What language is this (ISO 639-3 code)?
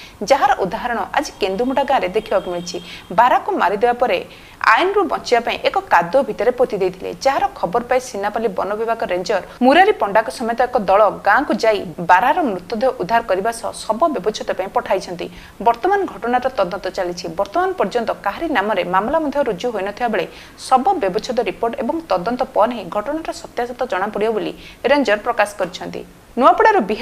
ori